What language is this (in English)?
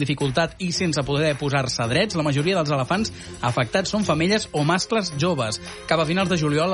Catalan